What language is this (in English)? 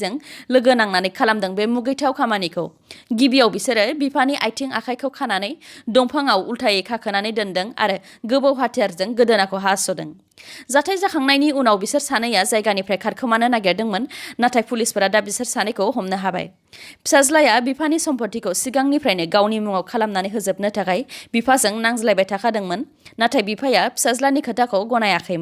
Bodo